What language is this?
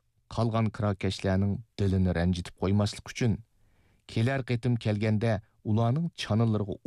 Uyghur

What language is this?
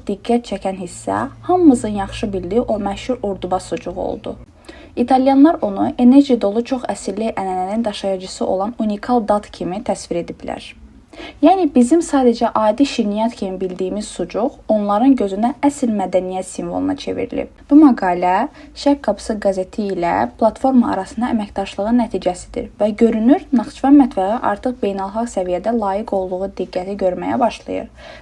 Azerbaijani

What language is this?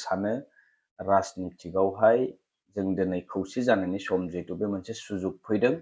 Bodo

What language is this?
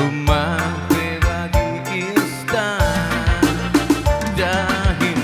Batak Karo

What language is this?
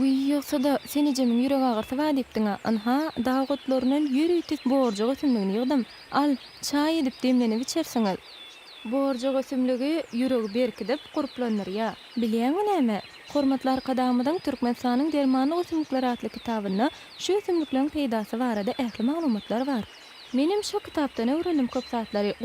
Turkmen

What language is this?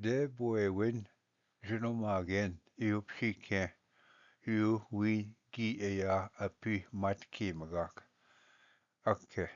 Ojibwa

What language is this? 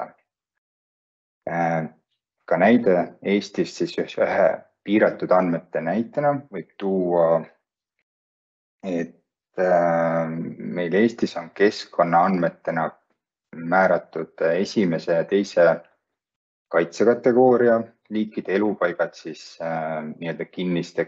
Estonian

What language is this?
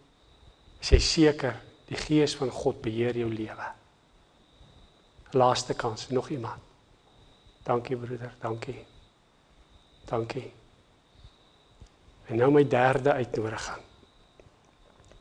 Afrikaans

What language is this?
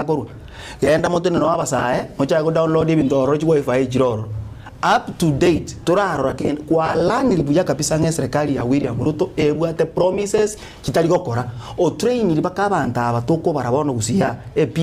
Gusii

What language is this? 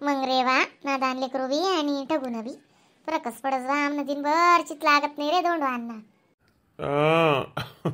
Khandesi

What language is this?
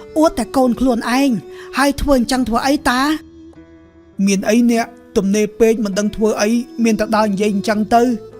Khmer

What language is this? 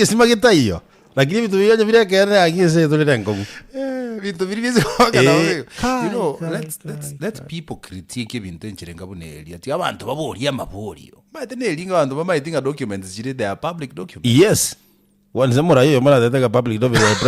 Gusii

